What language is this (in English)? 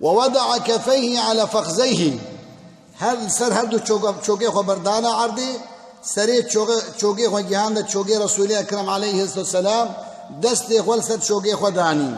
Kurdish